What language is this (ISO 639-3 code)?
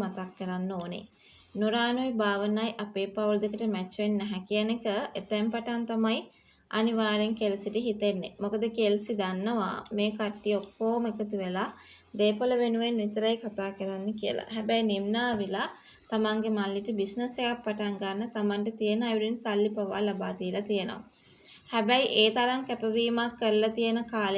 sin